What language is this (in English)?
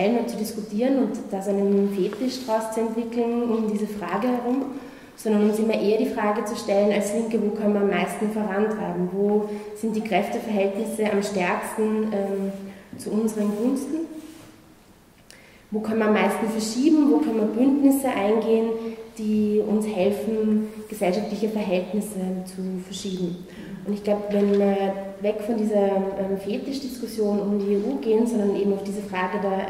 German